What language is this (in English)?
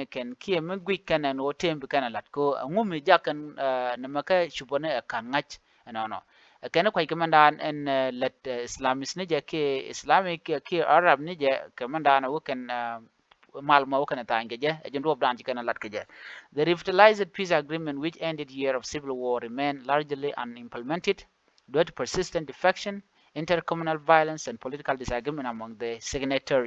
Nuer